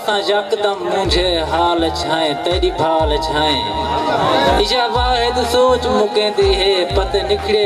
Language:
Saraiki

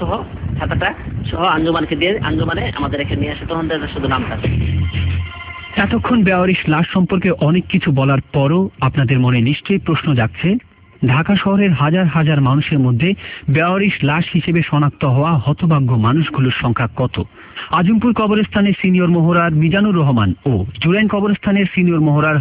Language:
Bangla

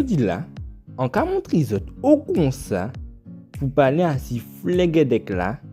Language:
Guadeloupean Creole French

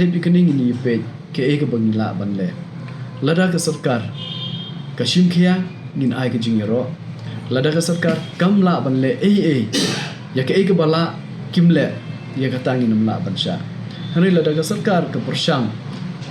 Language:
Khasi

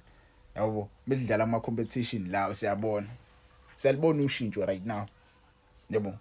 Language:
Zulu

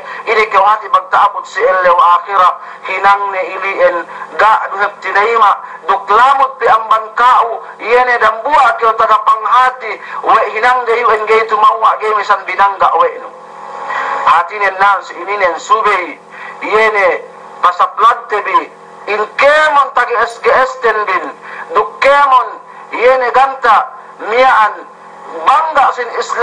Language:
Yakan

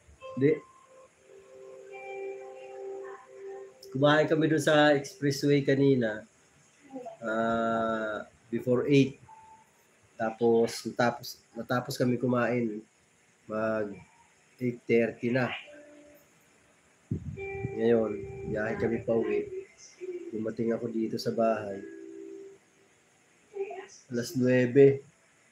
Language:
Filipino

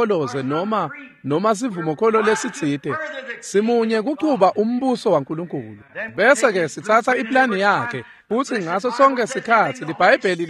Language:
Swati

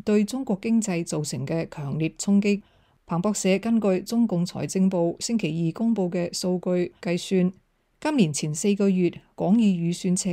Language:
Cantonese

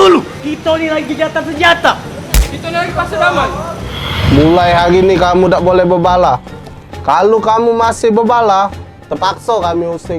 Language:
Musi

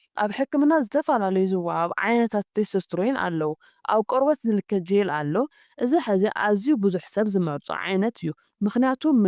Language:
Tigrinya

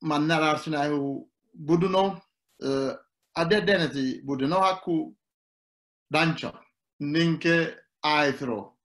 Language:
Sidamo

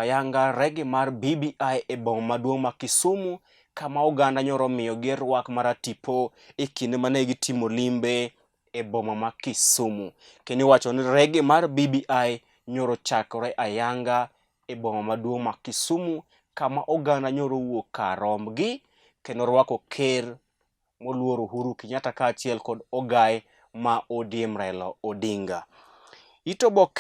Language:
Luo (Kenya and Tanzania)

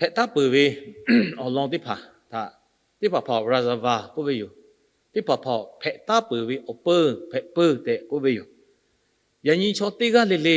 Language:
Lahu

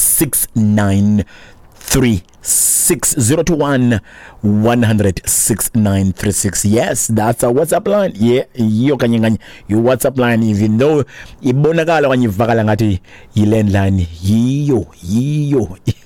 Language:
Xhosa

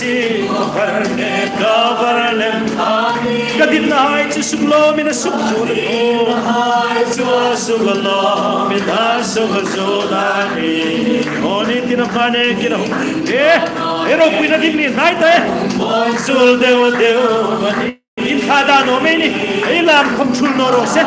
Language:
Hmar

